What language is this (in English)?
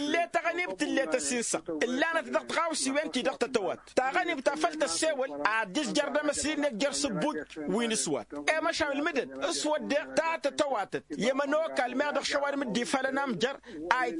Tamasheq